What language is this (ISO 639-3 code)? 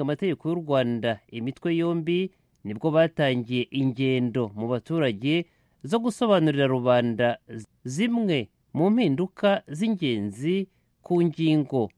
kin